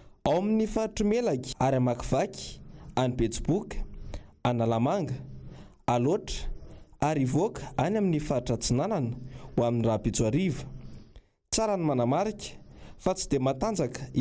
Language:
Malagasy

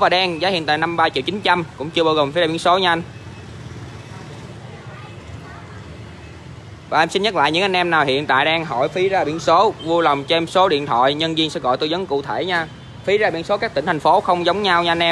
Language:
Vietnamese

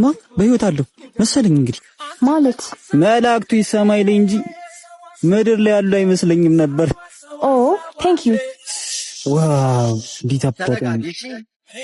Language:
Amharic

